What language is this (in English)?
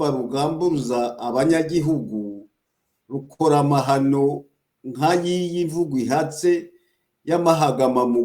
Kinyarwanda